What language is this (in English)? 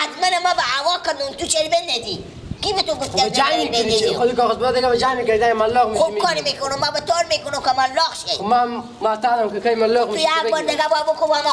Persian